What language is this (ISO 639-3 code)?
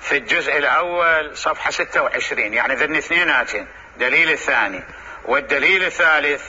acm